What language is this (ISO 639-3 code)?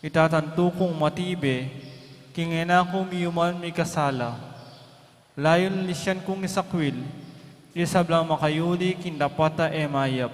pam